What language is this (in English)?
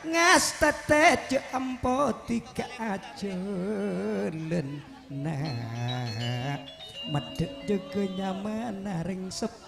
Madurese